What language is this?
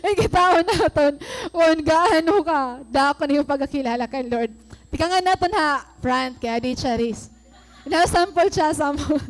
Waray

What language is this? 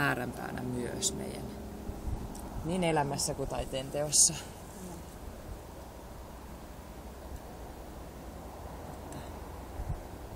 Finnish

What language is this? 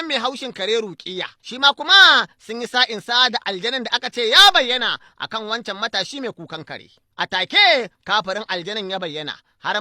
Hausa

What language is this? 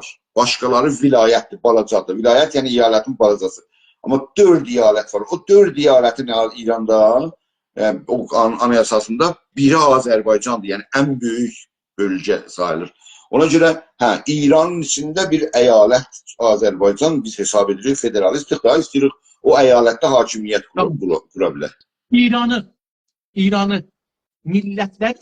South Azerbaijani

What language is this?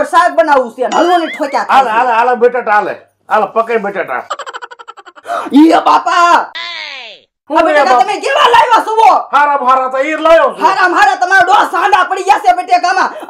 Gujarati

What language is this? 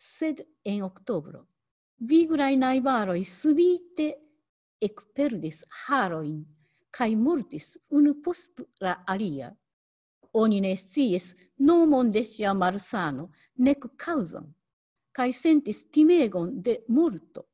Esperanto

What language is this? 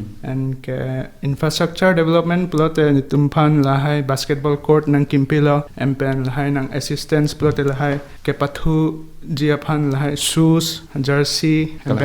Karbi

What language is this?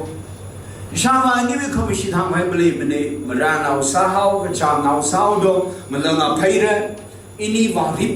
Tangkhul Naga (India)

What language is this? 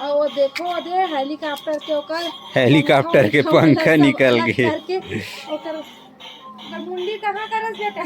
Chhattisgarhi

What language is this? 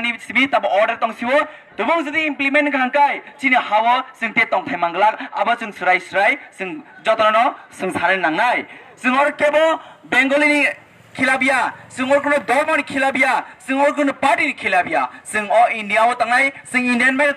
Kok Borok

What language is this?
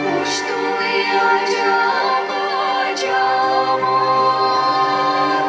Chuvash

